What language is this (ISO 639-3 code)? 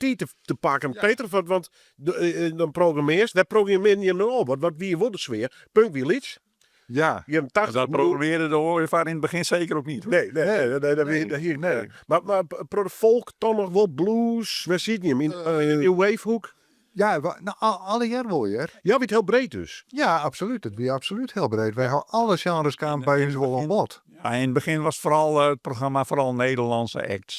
fry